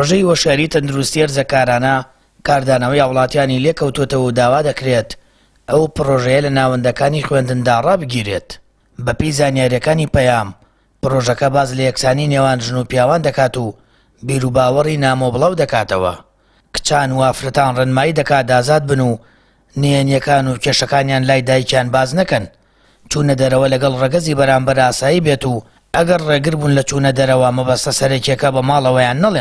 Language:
Central Kurdish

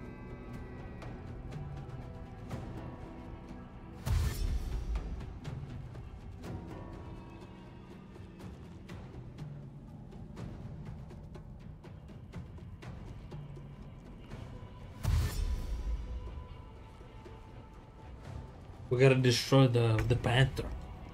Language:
English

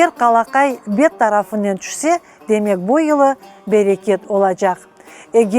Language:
Crimean Tatar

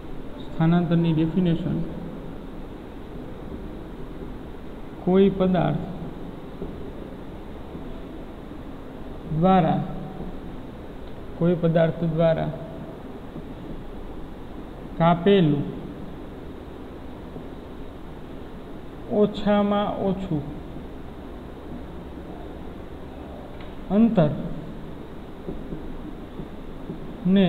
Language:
Gujarati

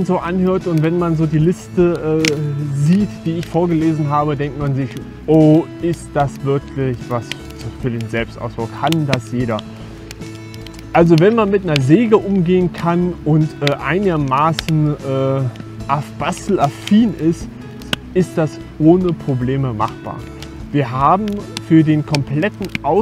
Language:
German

